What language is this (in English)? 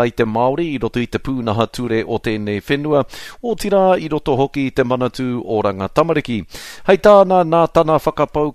Māori